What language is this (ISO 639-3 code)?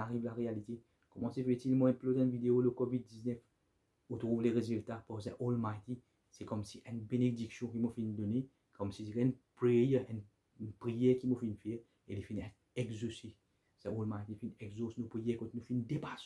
mfe